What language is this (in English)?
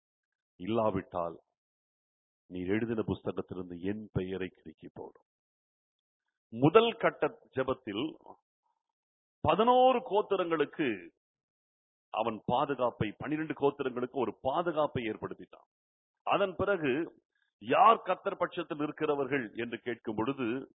Tamil